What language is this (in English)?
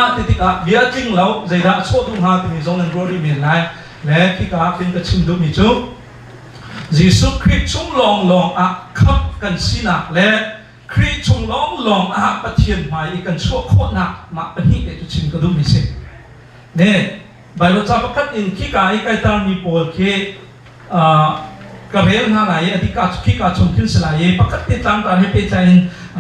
Hakha Chin